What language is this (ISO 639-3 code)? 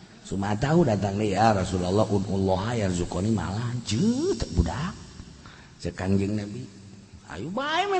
sun